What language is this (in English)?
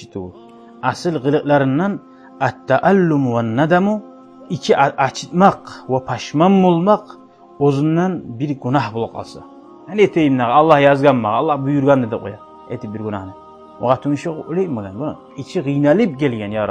Kumyk